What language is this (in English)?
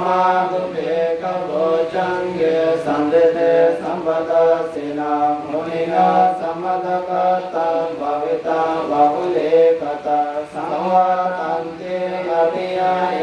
Pali